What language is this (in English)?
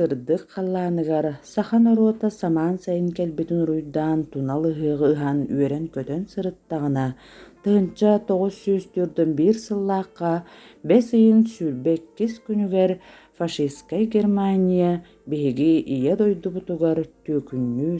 Yakut